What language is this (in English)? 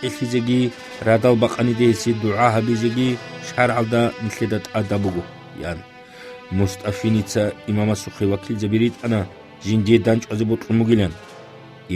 Avaric